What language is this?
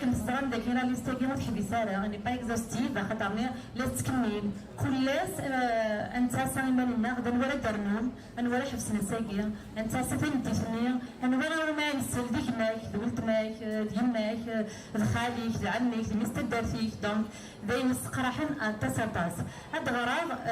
Kabyle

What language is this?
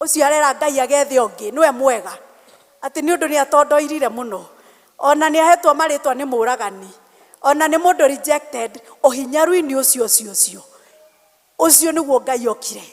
Kikuyu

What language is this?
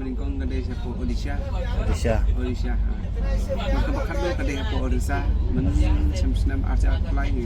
Khasi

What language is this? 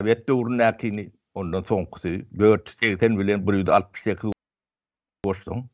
Turkmen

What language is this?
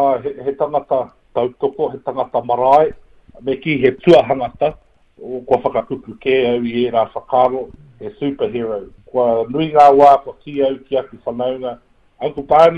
Māori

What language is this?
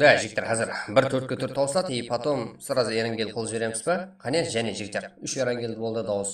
Kara-Kalpak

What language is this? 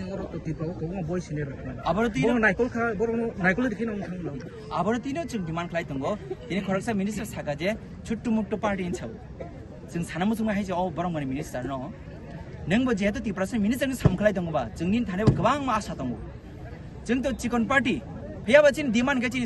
Kok Borok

